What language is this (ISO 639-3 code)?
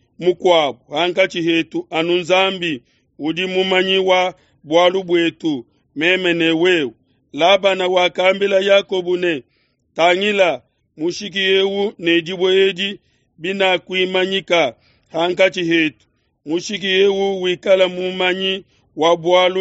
lua